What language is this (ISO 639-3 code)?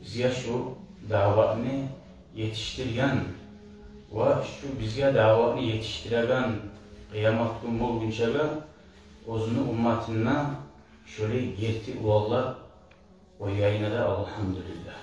kum